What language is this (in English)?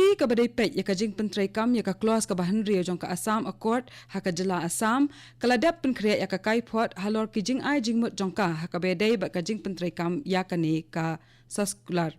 Khasi